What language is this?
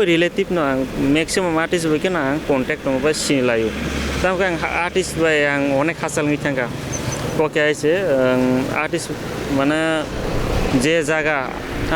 Kok Borok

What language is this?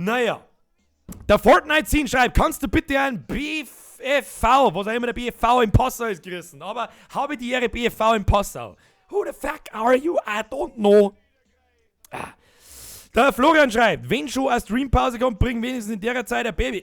Bavarian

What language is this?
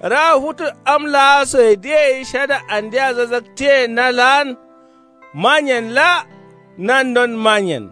Kanuri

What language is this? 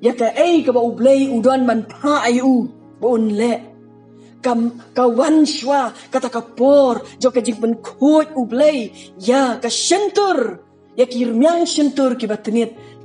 Khasi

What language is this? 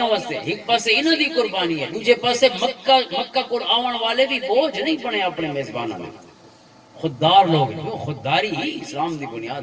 Western Panjabi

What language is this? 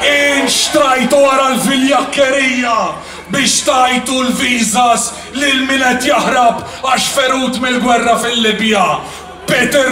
Maltese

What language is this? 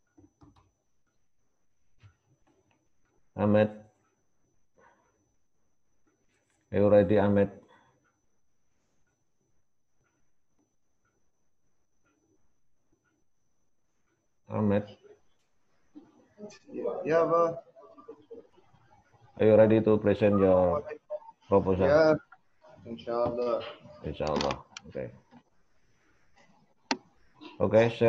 Indonesian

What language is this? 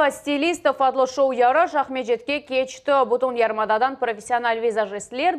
Crimean Tatar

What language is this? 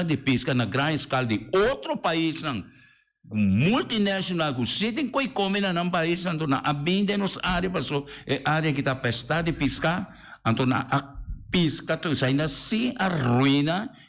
Papiamento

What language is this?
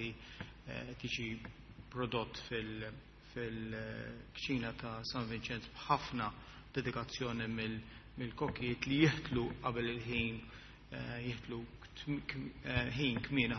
Maltese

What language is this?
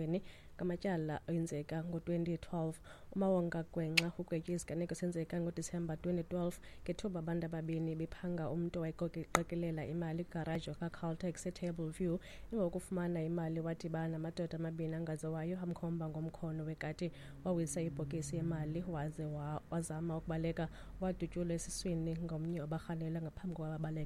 Xhosa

